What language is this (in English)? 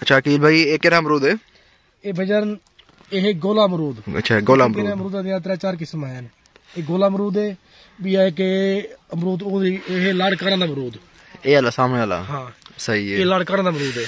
Saraiki